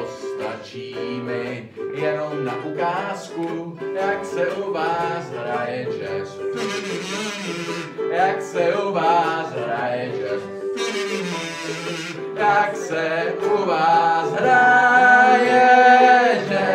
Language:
Czech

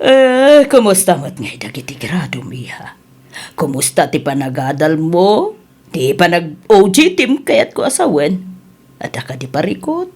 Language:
Iloko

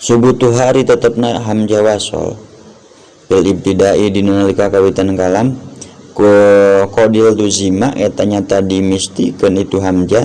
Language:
Sundanese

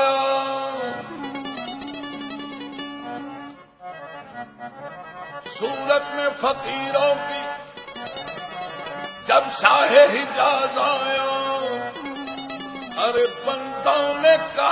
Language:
Punjabi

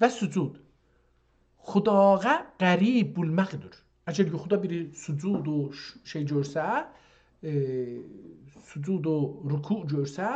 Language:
South Azerbaijani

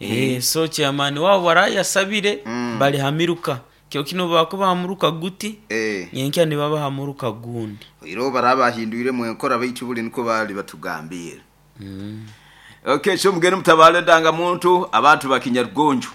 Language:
Nyoro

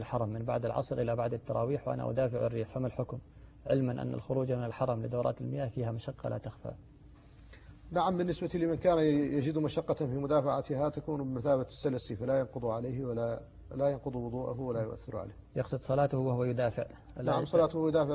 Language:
Arabic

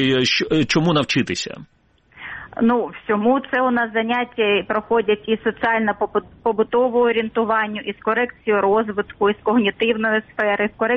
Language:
Ukrainian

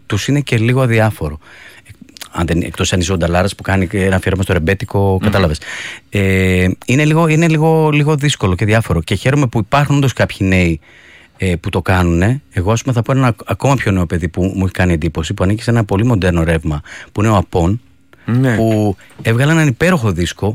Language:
Greek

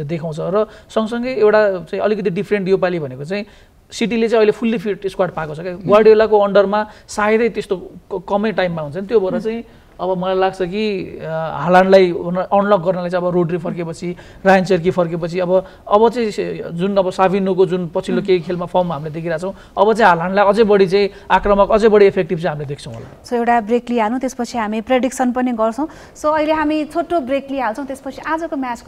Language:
Nepali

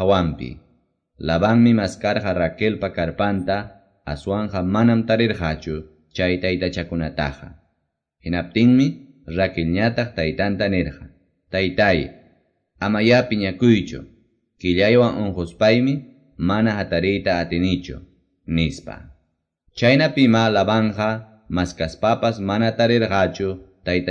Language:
Quechua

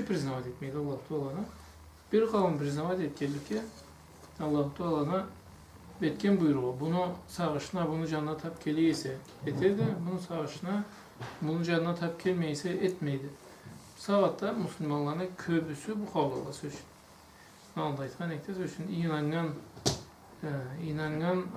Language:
Karachay-Balkar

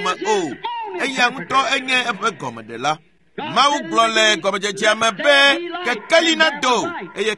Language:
Ewe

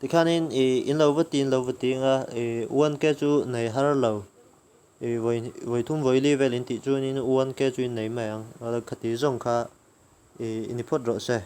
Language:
Mizo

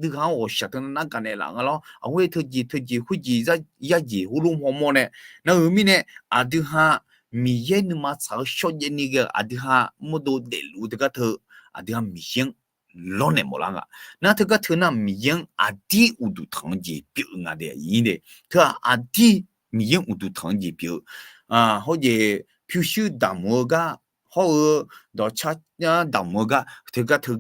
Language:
Akha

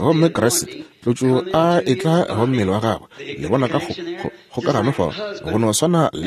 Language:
Northern Sotho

